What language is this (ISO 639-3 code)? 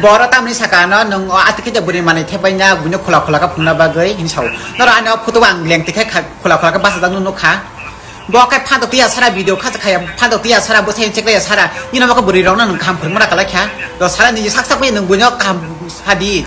trp